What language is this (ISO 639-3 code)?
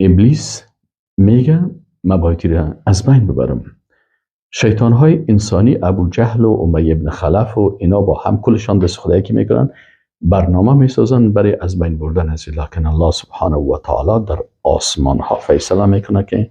fas